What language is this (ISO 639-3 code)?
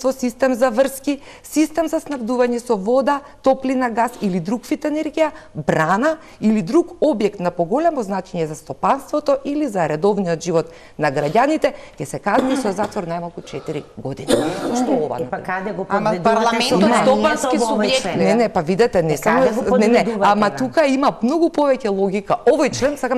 mkd